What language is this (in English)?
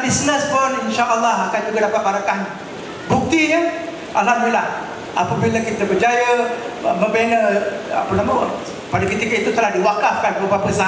Malay